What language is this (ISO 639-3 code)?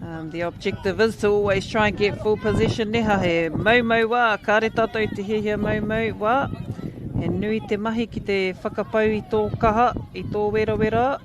mri